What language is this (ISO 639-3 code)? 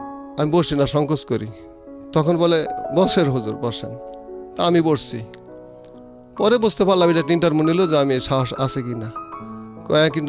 ben